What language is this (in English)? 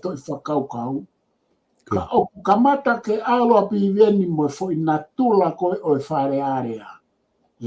Tongan